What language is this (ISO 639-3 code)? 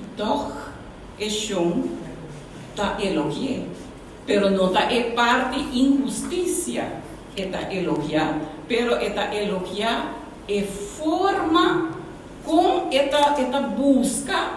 pap